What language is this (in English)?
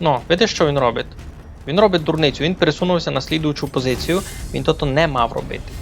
Rusyn